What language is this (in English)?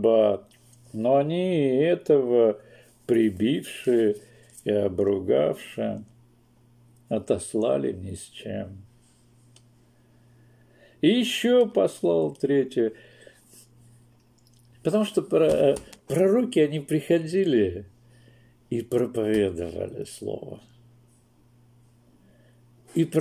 Russian